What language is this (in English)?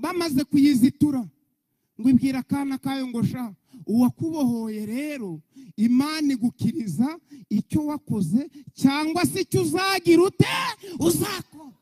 Kinyarwanda